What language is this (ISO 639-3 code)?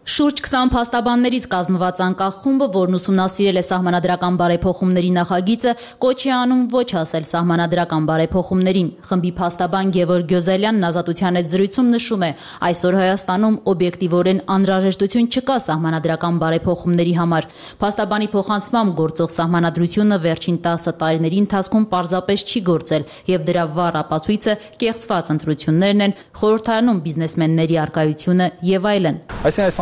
hye